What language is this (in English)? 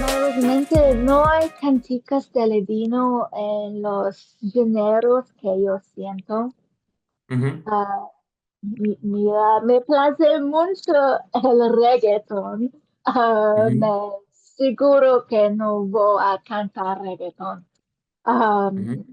Ladino